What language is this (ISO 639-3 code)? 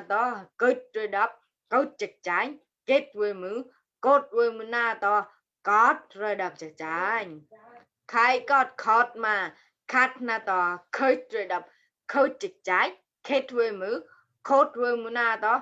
mnw